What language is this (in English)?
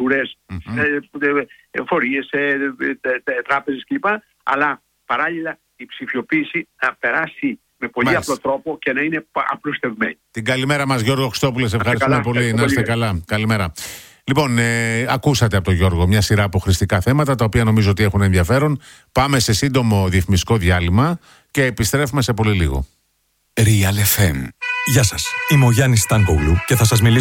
Greek